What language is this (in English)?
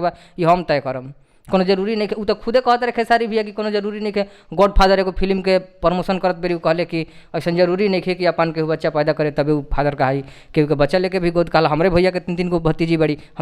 Bhojpuri